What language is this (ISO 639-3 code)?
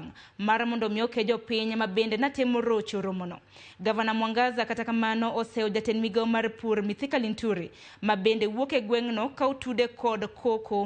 luo